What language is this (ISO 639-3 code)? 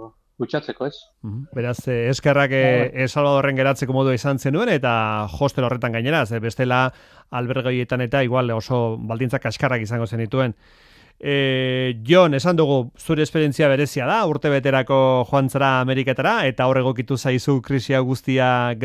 eus